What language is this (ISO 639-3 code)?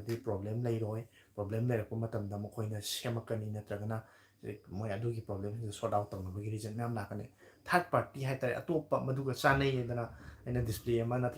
mni